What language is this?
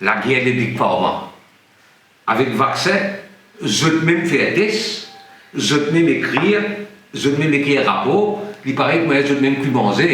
Morisyen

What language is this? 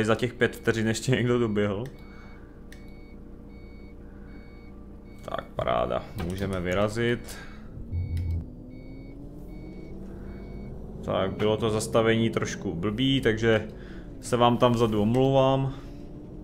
Czech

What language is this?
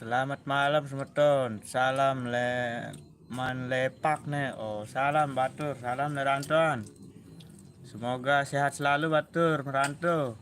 Sasak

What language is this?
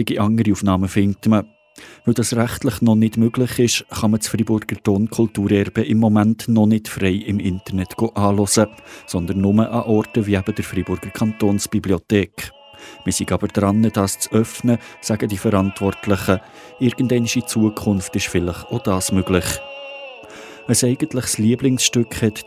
German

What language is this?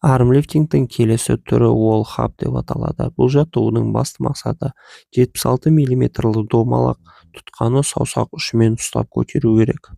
Kazakh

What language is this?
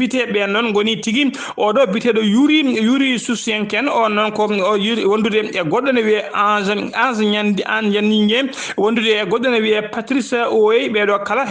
Fula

